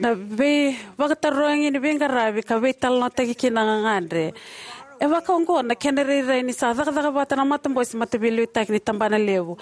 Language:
Fijian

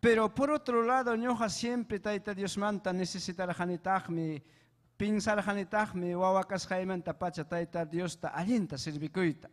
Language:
Ayacucho Quechua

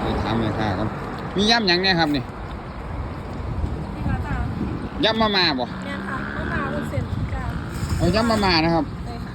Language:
Northeastern Thai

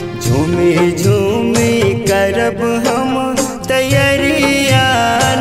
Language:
Bhojpuri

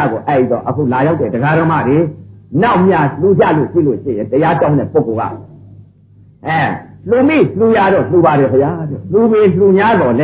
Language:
Burmese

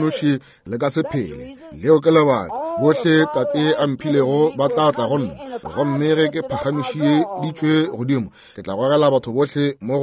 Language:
Northern Sotho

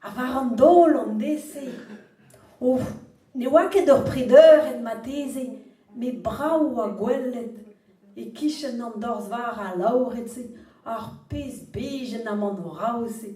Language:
Breton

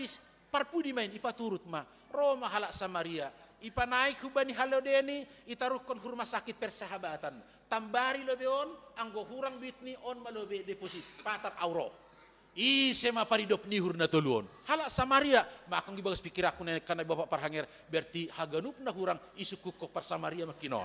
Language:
Batak Simalungun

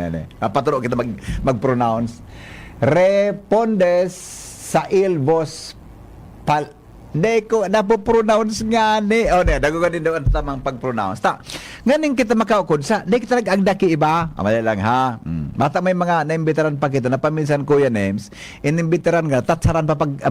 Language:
Bikol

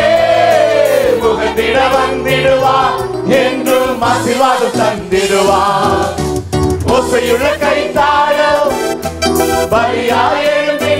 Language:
Tamil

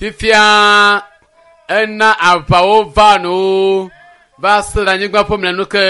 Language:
Ewe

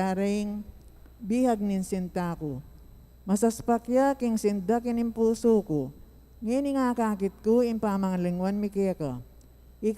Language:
Pampanga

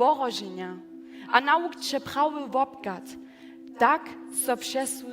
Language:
Upper Sorbian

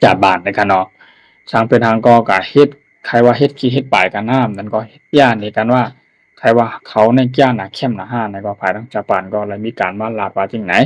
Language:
Shan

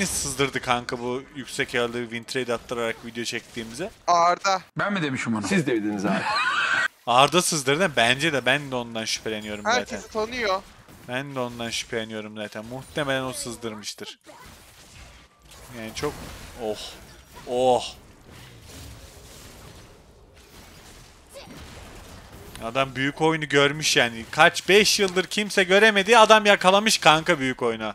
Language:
Turkish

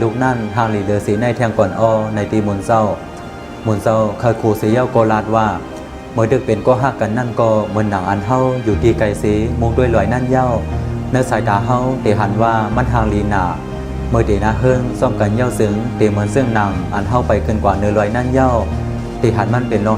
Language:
Shan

